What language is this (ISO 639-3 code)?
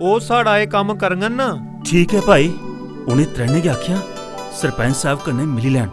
doi